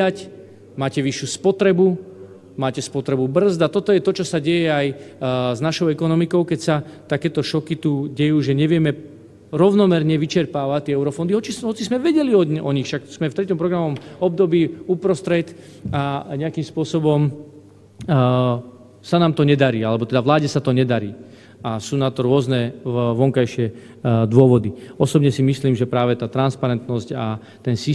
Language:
Slovak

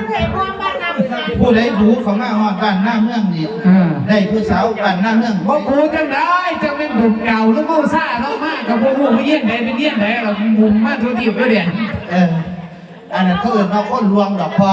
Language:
Lao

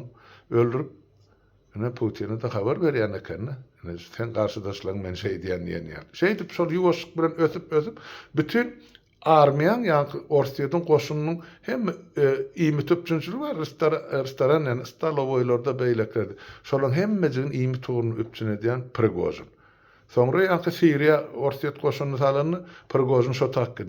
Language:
Turkmen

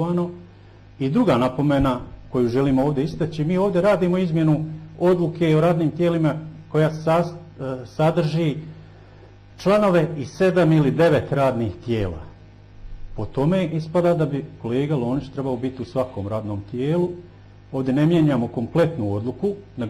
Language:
Bosnian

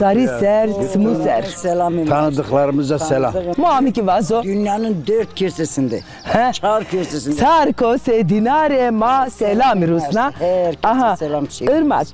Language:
Zaza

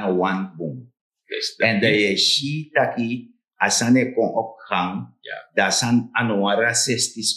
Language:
Sranan Tongo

